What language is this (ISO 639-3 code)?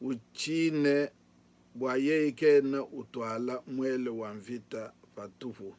lua